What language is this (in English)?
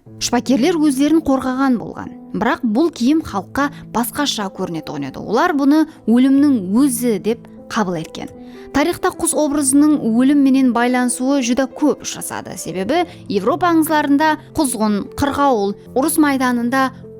Kara-Kalpak